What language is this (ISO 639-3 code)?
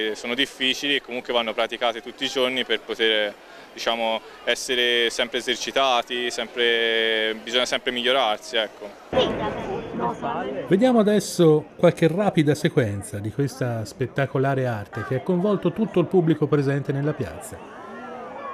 ita